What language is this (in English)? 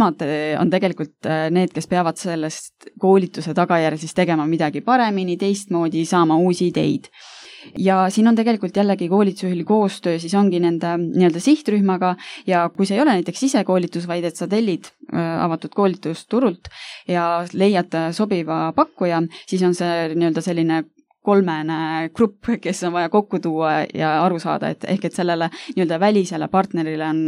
Estonian